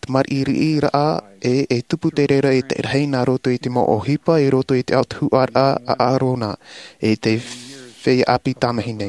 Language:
Tahitian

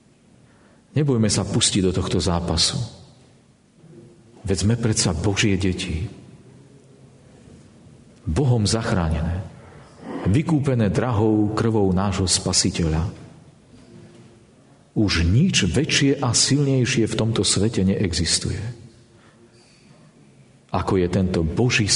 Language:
Slovak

